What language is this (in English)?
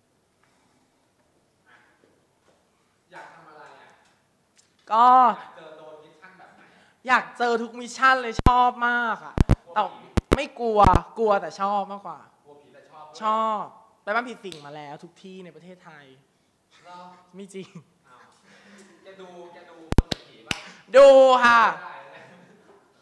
Thai